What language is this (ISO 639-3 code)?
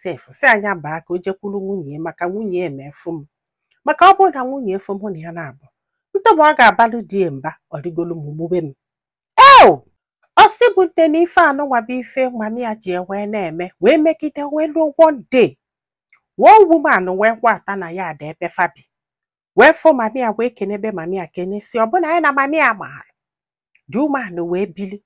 ibo